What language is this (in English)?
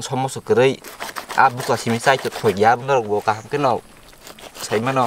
Kok Borok